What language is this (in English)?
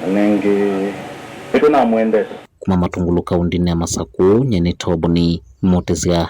Kamba